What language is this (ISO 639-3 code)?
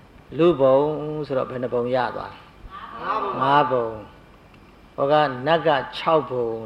mya